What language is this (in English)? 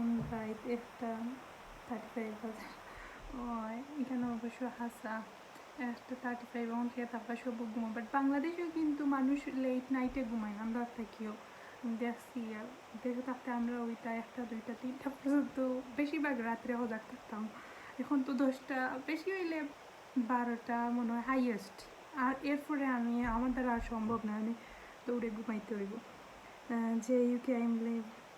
Sylheti